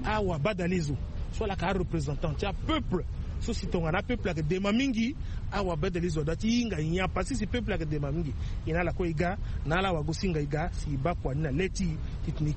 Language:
Sango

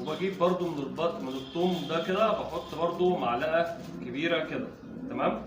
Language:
Egyptian Arabic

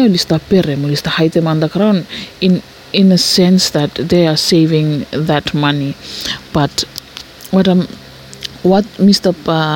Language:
Bislama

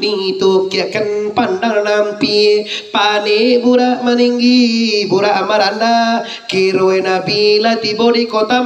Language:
Minangkabau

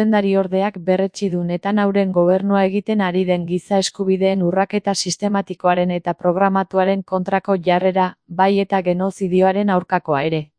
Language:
Basque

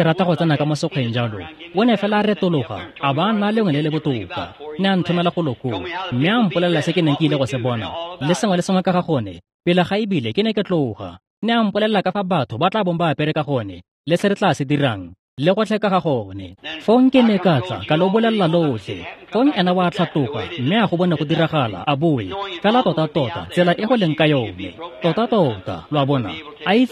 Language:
Tswana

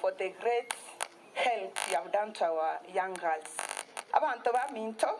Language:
Gusii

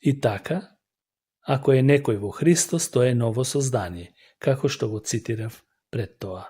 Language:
Macedonian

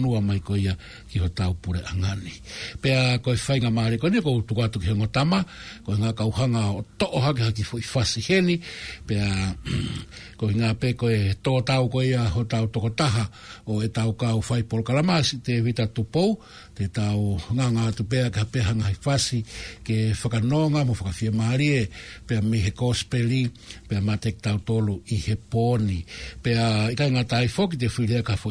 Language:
Tongan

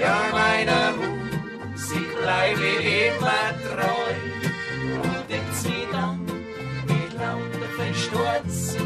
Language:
Bavarian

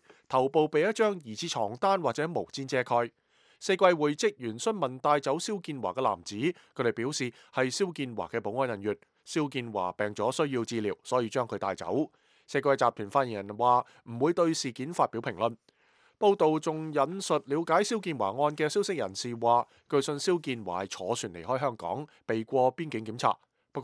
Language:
Cantonese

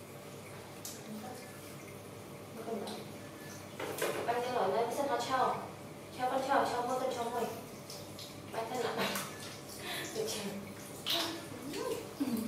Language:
Vietnamese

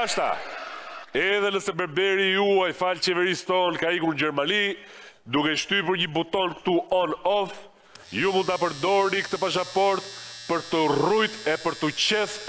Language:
Albanian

